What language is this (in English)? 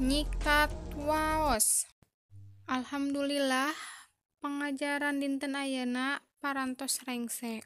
Sundanese